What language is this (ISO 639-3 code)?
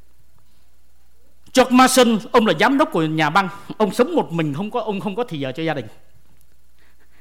vie